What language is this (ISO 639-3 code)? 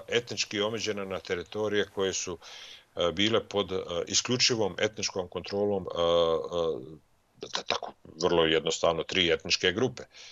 bos